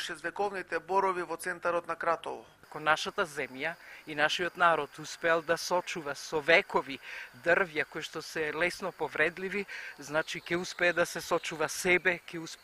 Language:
Macedonian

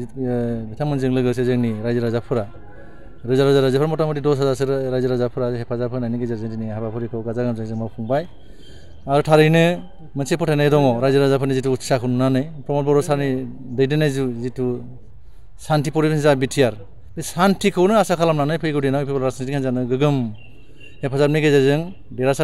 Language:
Bodo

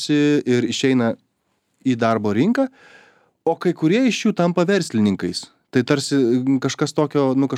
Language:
Lithuanian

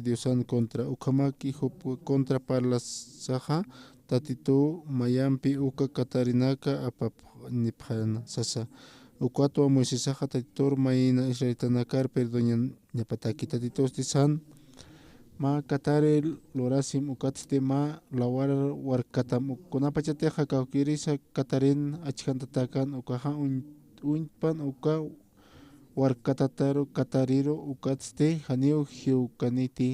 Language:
Aymara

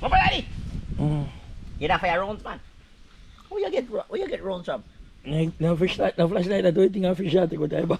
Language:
Jamaican Creole English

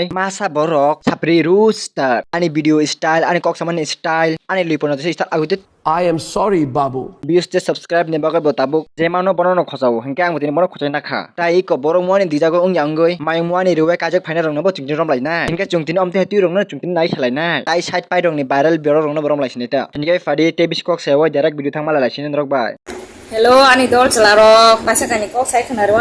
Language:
Kok Borok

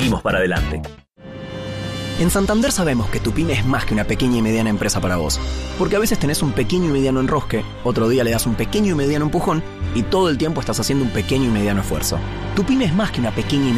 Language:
Spanish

